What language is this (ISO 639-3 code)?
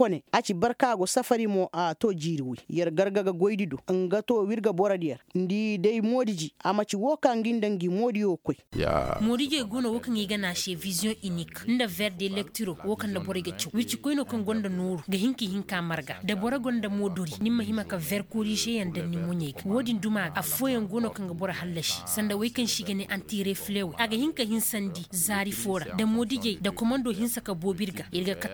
ses